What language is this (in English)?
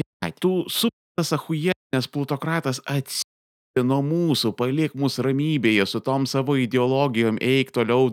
Lithuanian